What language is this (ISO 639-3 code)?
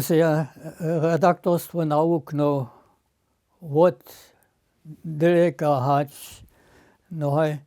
hsb